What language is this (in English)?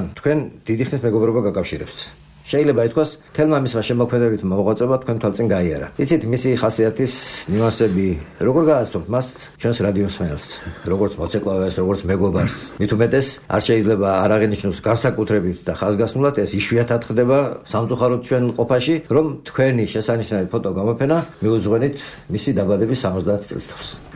Georgian